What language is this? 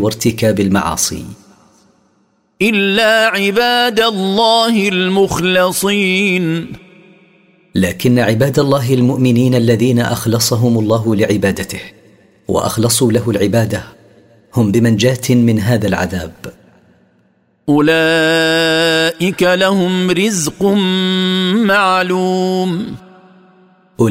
Arabic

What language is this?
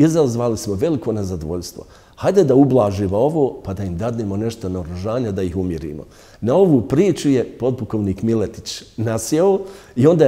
Bosnian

